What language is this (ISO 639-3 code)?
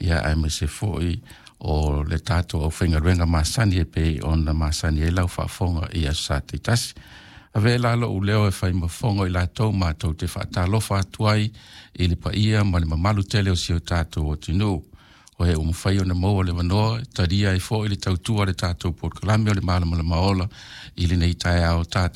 smo